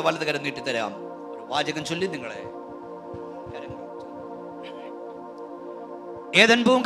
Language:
Malayalam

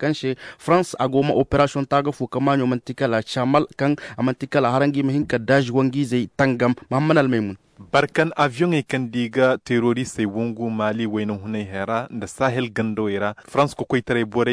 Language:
Zarma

